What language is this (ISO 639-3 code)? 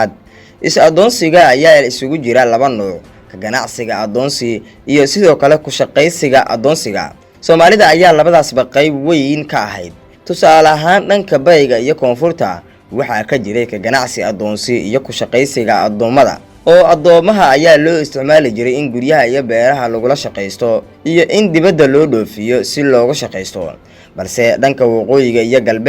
som